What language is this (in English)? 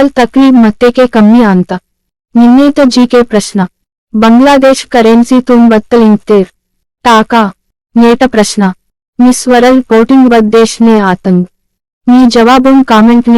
Gondi